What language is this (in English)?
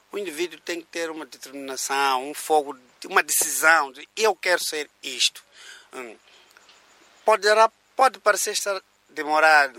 Portuguese